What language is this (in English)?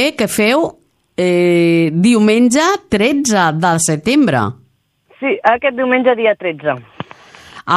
Catalan